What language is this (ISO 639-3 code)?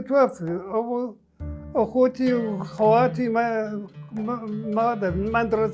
acm